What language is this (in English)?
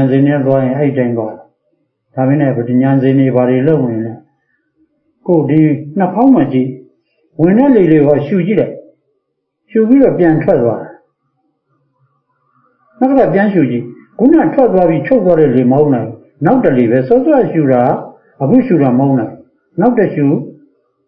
Burmese